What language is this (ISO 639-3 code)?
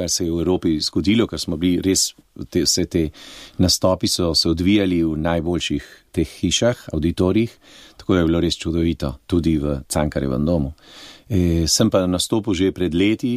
slv